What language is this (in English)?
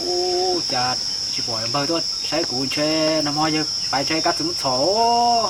Hmong